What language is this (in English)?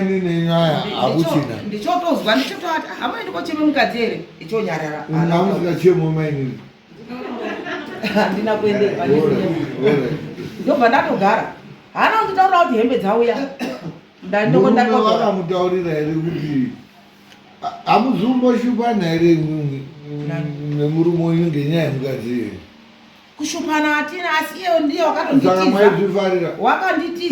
Shona